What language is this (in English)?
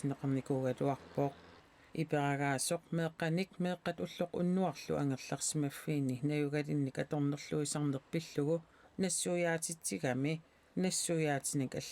Kalaallisut